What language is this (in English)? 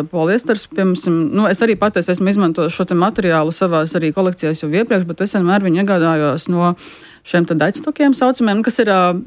Latvian